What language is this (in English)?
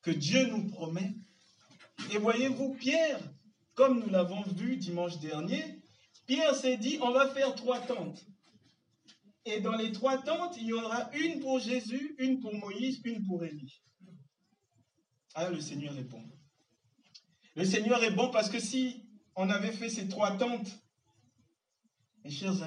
French